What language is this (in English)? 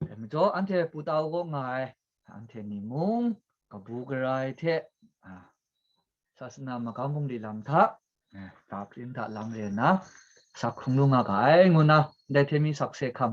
Kachin